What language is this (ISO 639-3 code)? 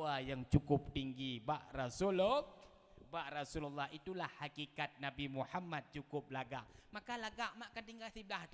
ace